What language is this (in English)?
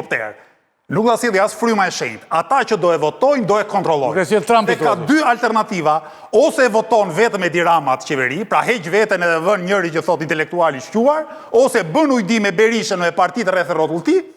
Albanian